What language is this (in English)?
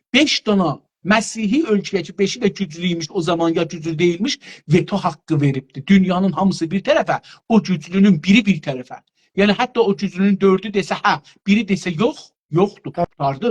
South Azerbaijani